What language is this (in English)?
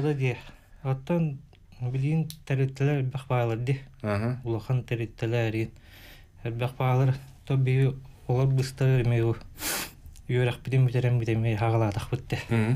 Yakut